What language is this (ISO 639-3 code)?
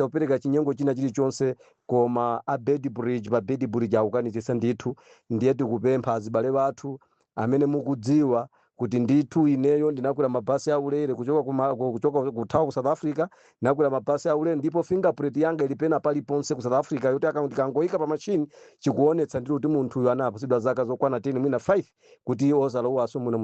nya